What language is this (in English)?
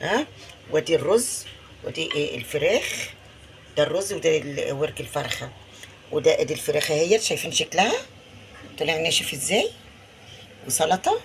Egyptian Arabic